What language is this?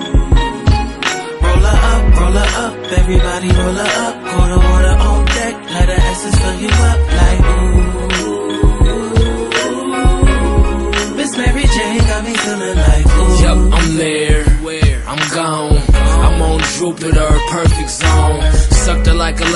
English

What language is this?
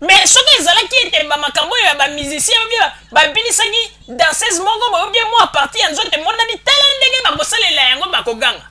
Lingala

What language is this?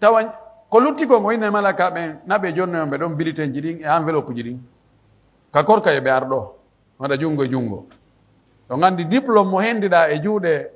Pular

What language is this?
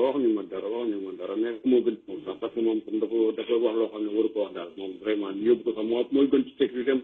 Wolof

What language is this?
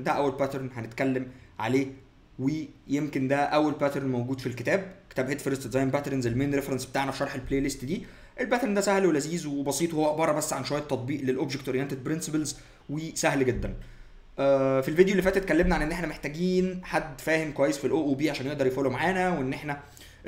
Egyptian Arabic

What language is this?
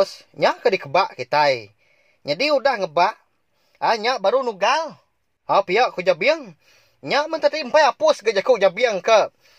Iban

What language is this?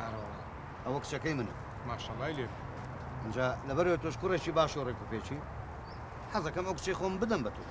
Central Kurdish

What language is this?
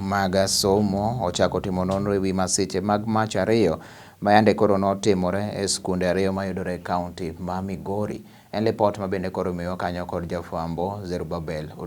Luo (Kenya and Tanzania)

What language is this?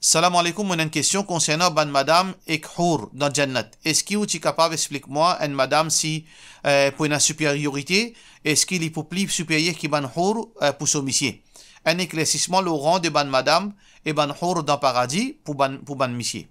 Morisyen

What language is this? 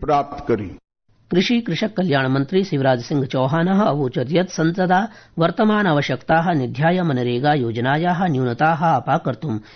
Sanskrit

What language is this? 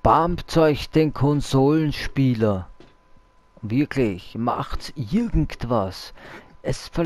German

